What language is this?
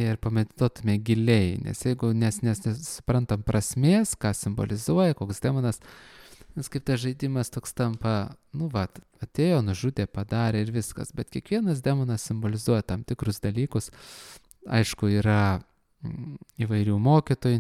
Lithuanian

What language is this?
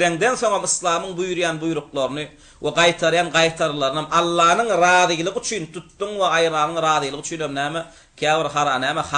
Turkmen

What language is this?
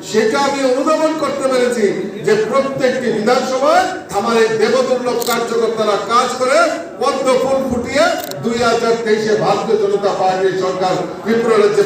Kok Borok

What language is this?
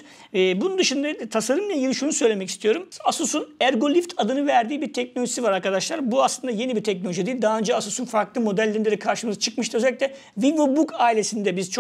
Turkish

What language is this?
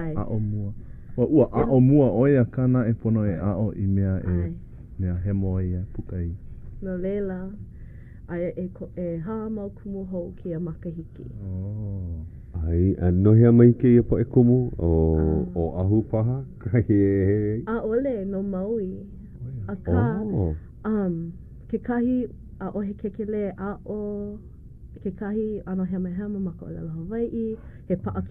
Hawaiian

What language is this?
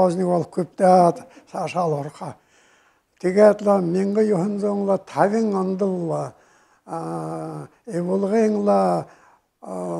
Buriat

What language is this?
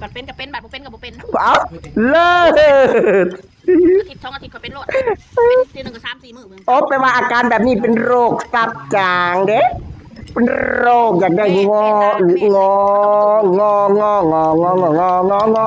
Northeastern Thai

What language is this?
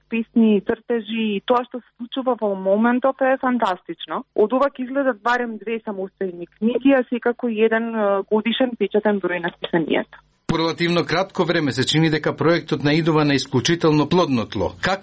Macedonian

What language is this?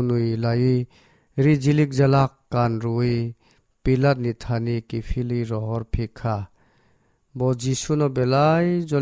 Kok Borok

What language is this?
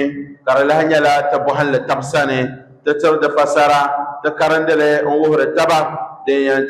Dagbani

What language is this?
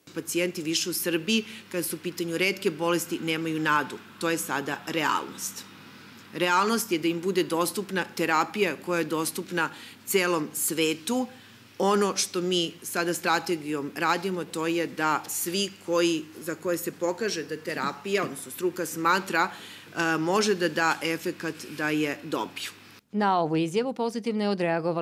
Serbian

